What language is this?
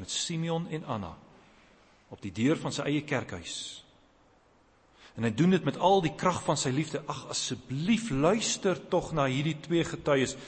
Afrikaans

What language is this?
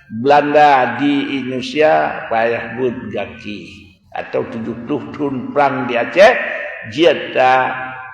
Achinese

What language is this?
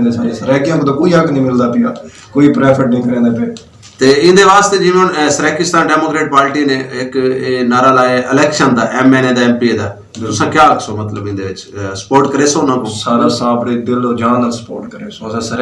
Saraiki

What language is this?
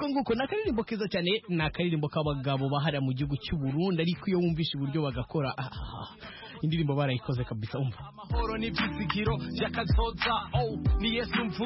Kinyarwanda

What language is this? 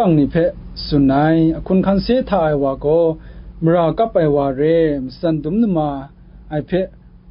Kachin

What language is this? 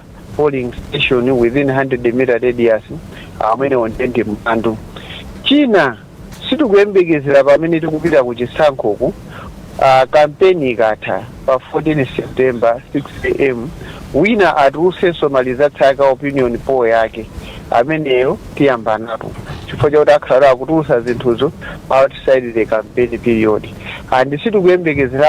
Nyanja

